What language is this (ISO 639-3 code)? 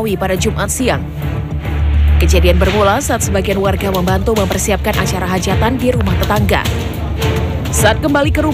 ind